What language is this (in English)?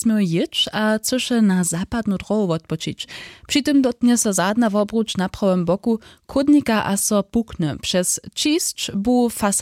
Upper Sorbian